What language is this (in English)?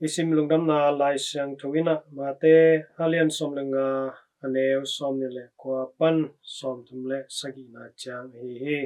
Tedim Chin